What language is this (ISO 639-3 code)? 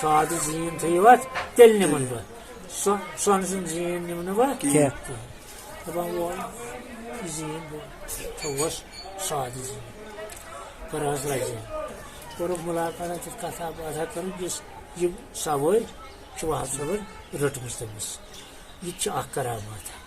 kas